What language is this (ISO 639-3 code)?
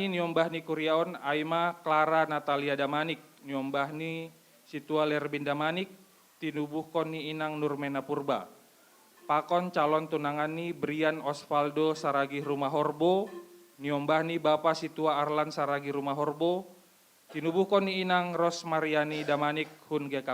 bts